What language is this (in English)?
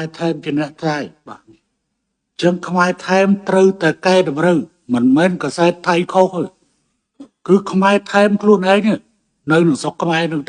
Khmer